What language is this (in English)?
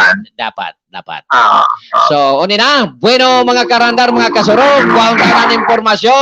Bikol